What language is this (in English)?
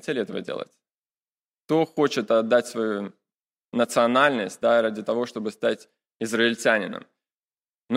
Russian